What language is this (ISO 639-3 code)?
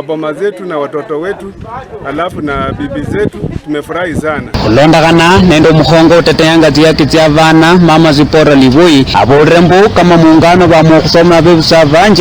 luy